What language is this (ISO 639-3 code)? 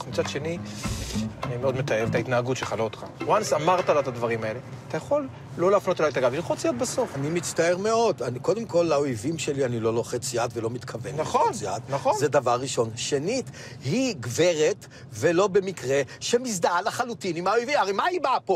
heb